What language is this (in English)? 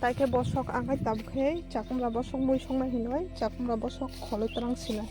Kok Borok